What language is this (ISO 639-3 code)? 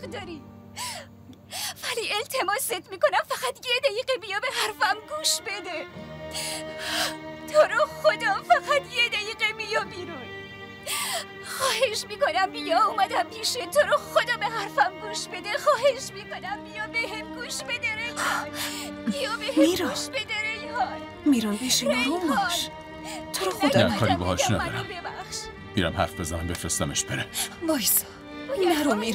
fas